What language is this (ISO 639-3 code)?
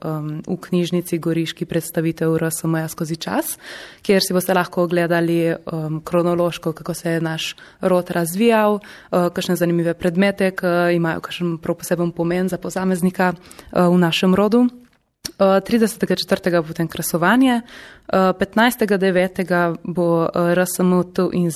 slv